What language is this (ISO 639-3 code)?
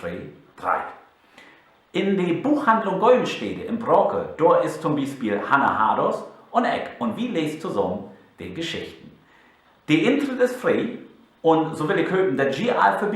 nds